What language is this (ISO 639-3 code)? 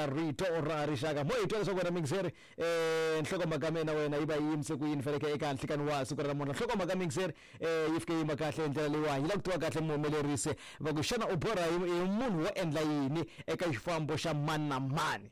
tso